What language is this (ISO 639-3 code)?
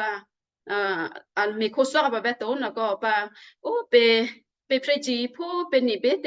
kyu